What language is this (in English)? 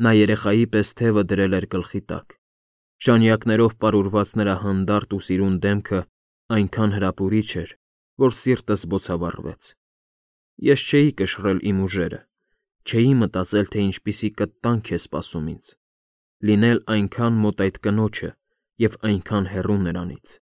Armenian